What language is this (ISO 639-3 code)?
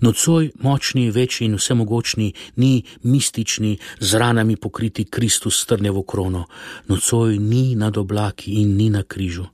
slv